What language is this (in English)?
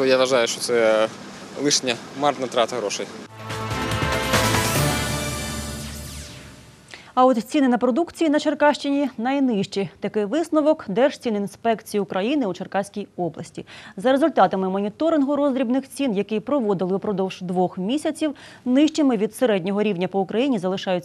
Ukrainian